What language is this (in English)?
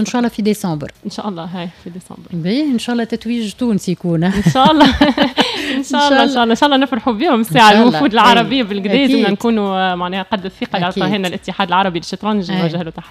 Tunisian Arabic